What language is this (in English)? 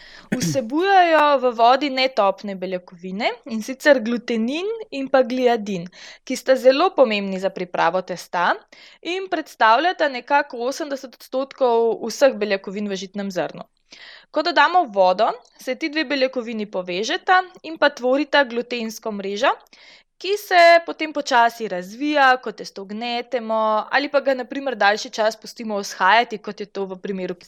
Slovenian